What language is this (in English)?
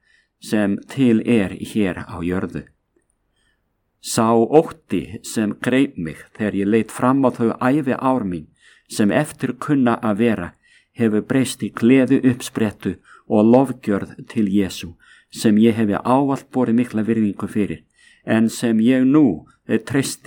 Icelandic